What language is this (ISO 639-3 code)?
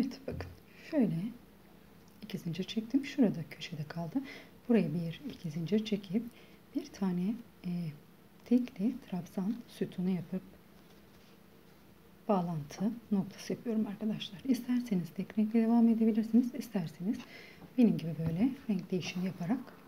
tur